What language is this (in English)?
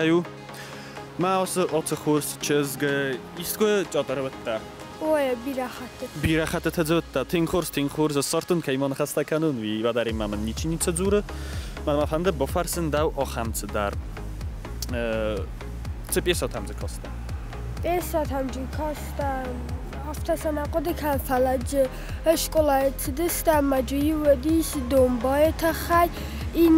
Ossetic